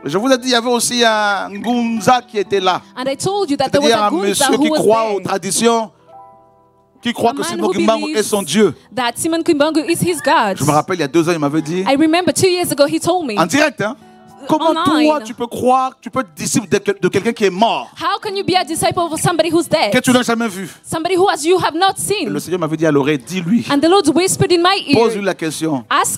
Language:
French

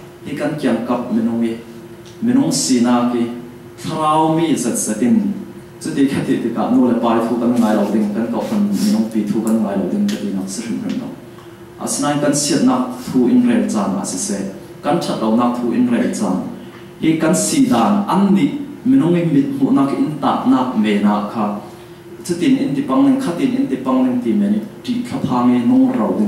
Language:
Falam Chin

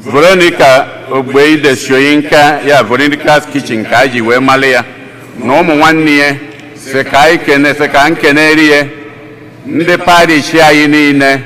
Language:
Igbo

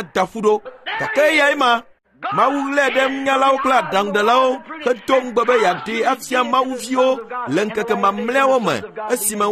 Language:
Ewe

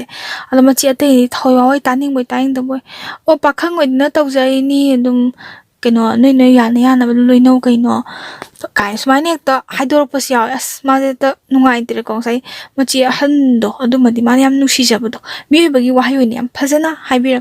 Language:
Manipuri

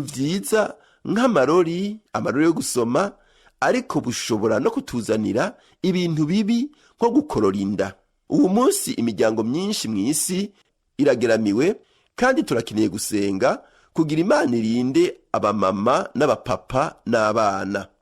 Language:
Rundi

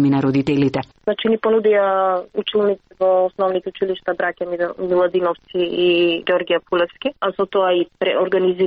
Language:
Macedonian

